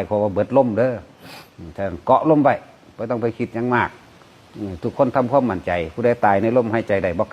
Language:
Northeastern Thai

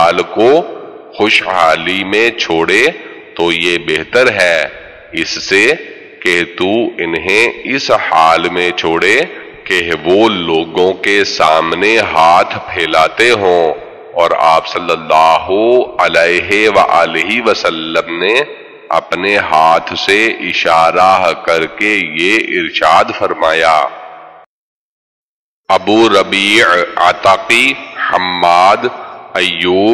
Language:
Urdu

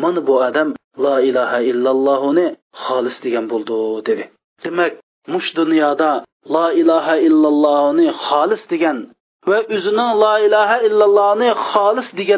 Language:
Uyghur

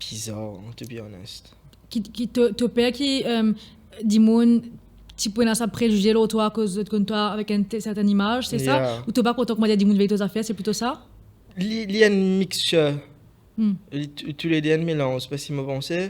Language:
Morisyen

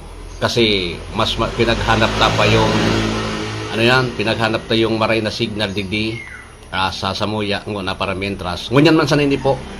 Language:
Bikol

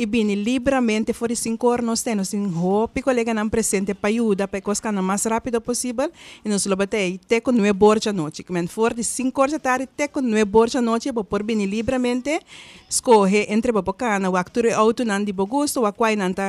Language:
Papiamento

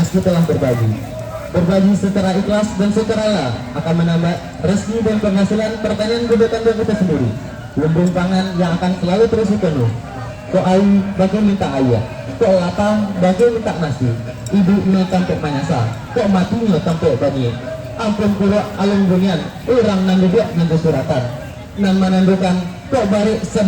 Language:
Minangkabau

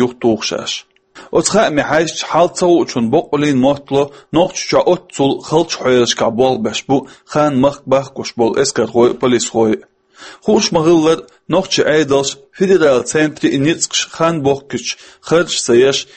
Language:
Chechen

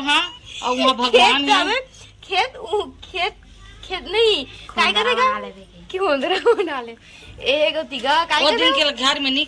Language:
Chhattisgarhi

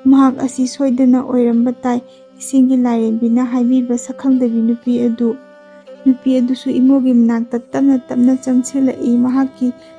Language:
Manipuri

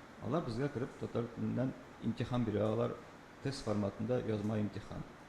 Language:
Tatar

